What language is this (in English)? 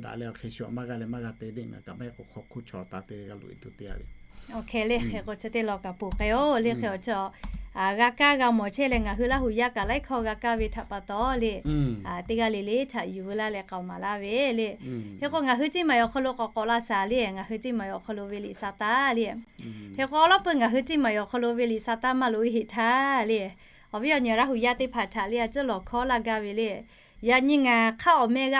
Lahu